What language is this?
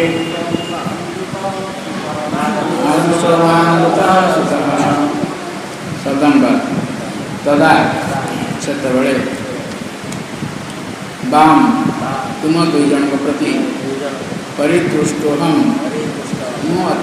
Odia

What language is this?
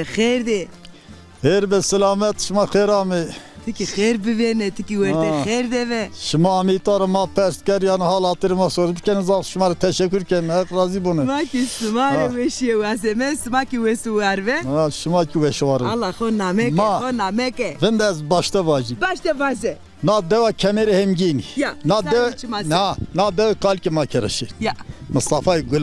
Zaza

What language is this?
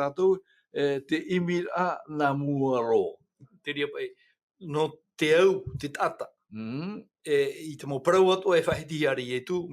Tahitian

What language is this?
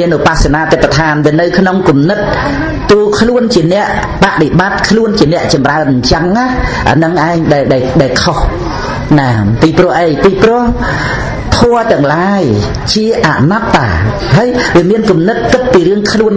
Khmer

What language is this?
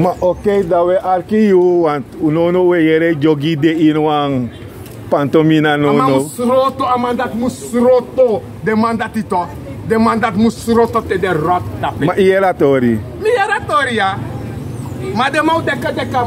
Sranan Tongo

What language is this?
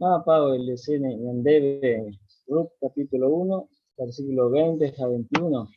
Guarani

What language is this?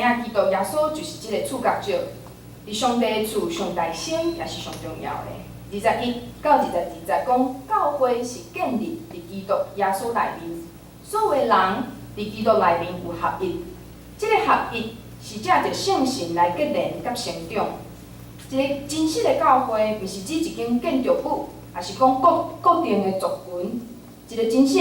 Min Nan Chinese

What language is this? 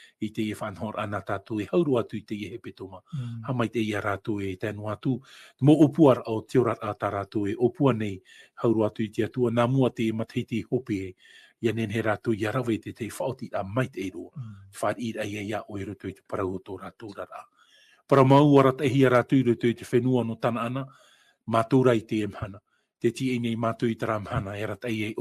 Tahitian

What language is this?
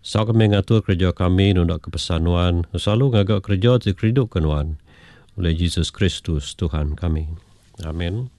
Iban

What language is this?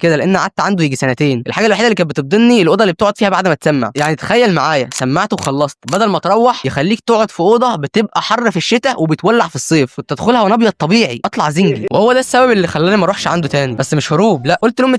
Egyptian Arabic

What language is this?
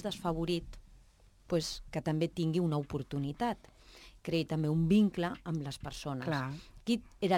Catalan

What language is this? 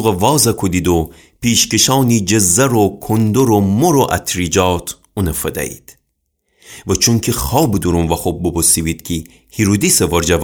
Gilaki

